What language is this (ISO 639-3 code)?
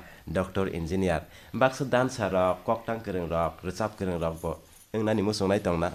trp